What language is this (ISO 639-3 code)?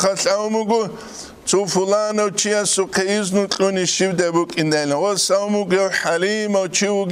ava